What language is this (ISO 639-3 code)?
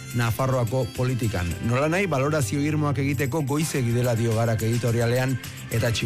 eus